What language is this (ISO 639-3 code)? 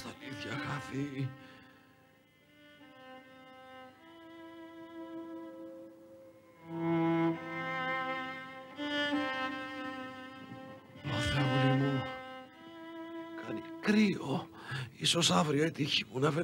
ell